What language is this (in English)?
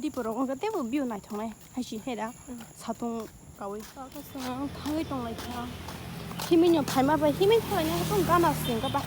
Kok Borok